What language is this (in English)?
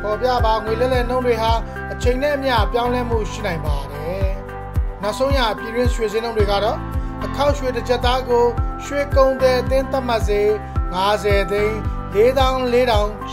Burmese